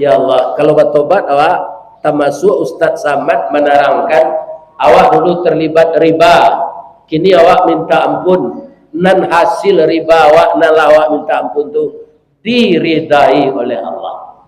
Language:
Minangkabau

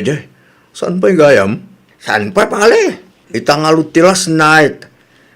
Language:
Iloko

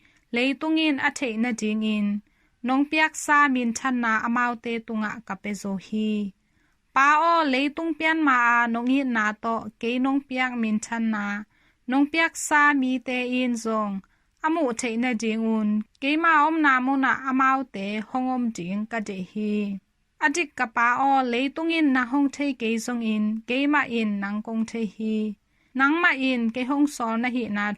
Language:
Tedim Chin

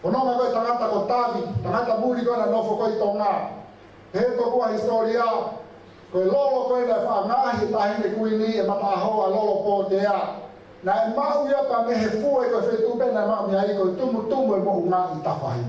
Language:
Tongan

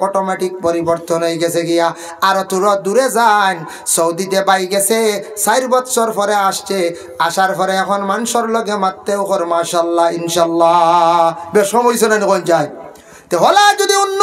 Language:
Sylheti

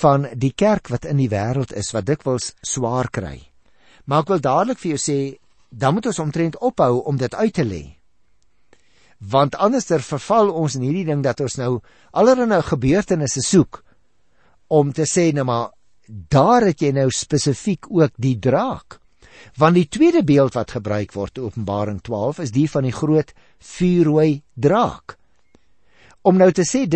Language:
Afrikaans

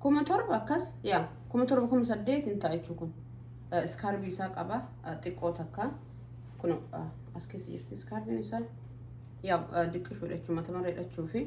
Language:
Oromo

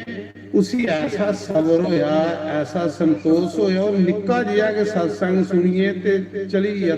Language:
Dogri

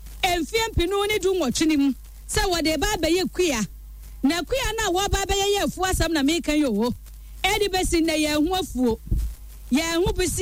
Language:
Akan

